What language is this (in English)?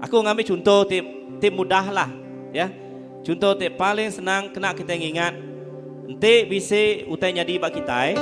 Iban